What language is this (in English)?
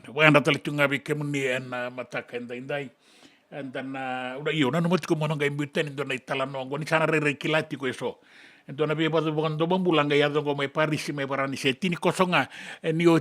Fijian